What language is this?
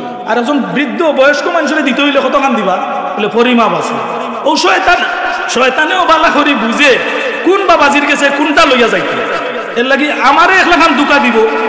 Sylheti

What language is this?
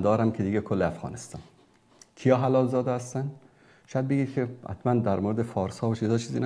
Persian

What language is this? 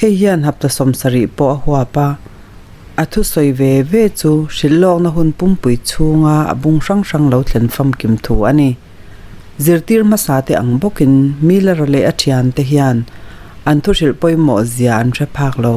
Mizo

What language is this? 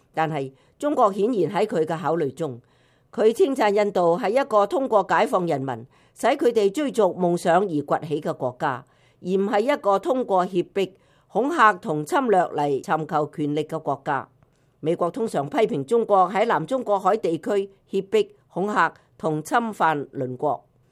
Cantonese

